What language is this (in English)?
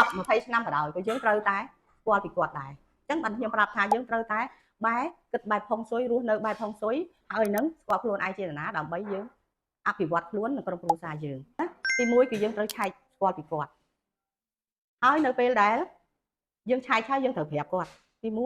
Khmer